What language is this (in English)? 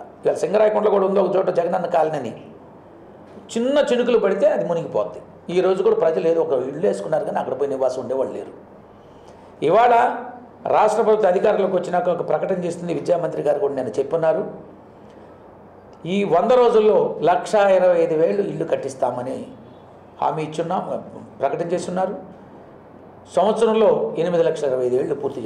Telugu